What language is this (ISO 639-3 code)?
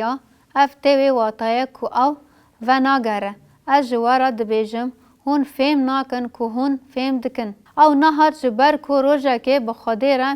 kur